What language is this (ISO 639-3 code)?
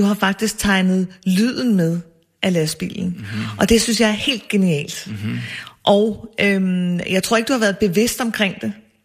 dan